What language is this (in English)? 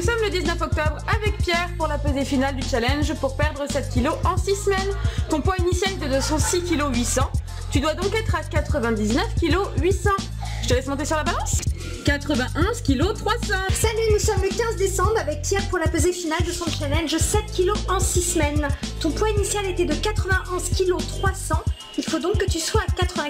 French